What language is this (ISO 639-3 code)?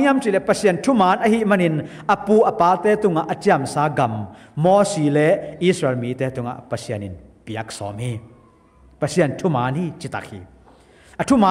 ctd